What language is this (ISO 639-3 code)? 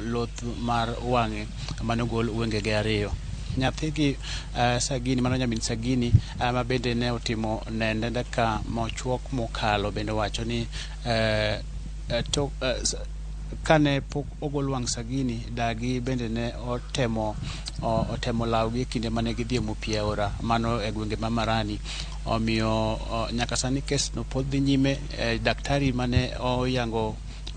luo